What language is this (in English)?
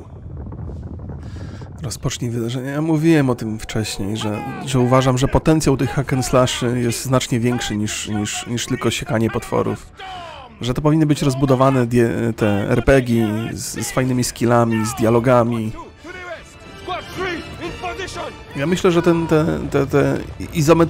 Polish